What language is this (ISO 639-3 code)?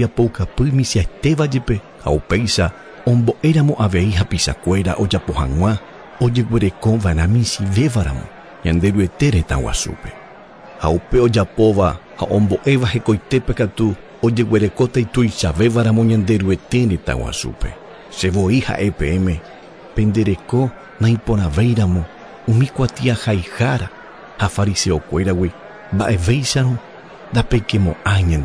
grn